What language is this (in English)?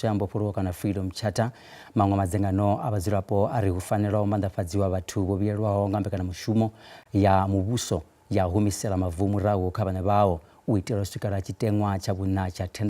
Venda